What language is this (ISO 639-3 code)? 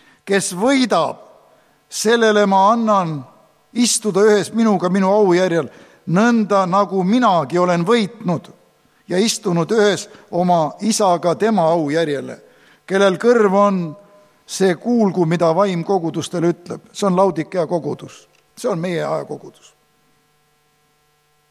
est